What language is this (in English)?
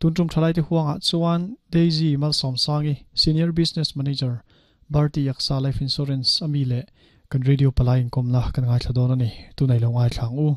Mizo